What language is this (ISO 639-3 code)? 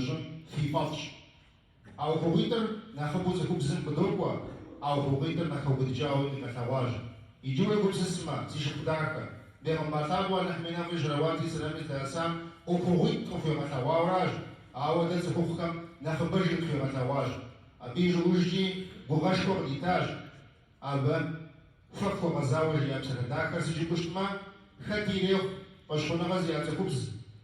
kbd